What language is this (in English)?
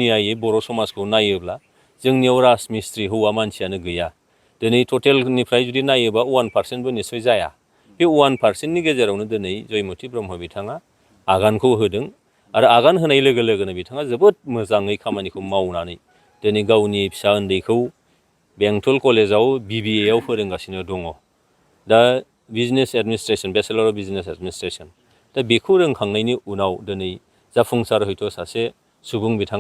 Bodo